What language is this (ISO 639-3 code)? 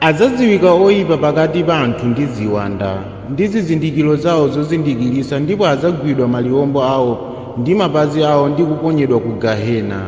nya